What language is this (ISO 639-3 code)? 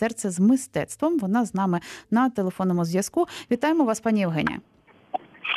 ukr